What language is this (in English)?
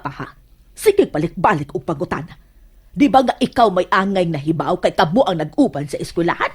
Cebuano